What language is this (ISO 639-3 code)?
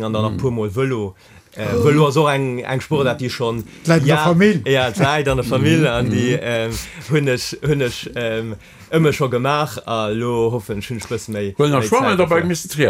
ltz